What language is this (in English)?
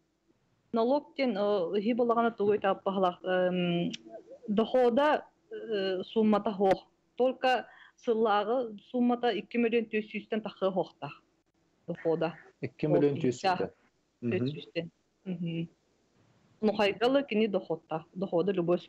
Yakut